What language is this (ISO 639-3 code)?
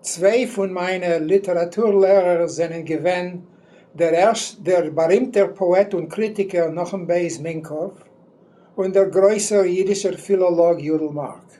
yid